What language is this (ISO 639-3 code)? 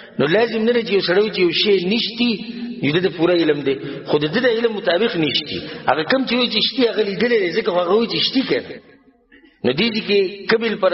pus